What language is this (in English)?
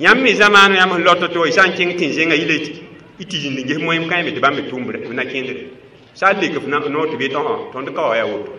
Mossi